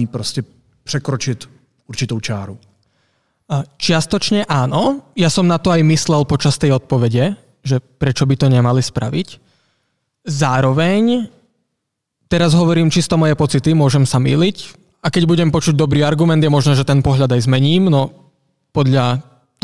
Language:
Slovak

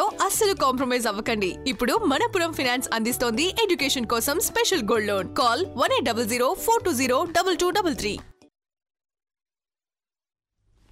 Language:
Telugu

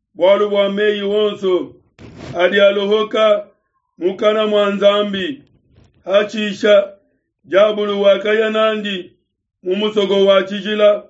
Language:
Luba-Lulua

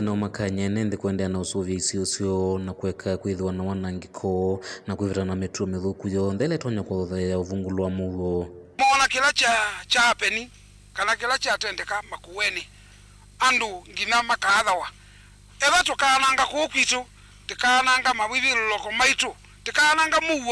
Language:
Kamba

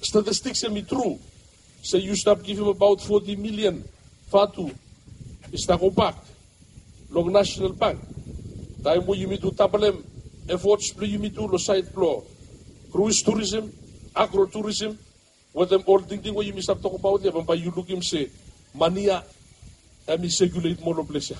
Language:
Bislama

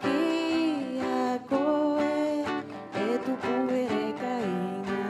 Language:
Rapanui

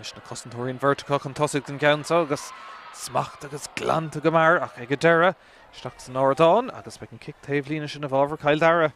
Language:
Irish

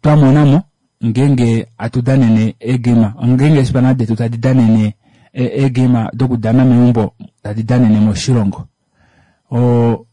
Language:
Kuanyama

